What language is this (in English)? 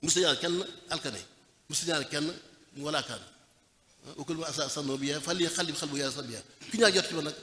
Wolof